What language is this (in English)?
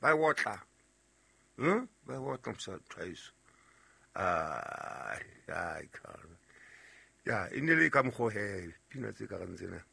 Southern Sotho